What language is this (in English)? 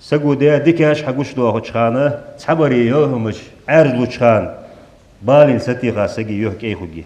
Ingush